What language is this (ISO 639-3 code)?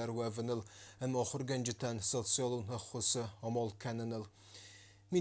oss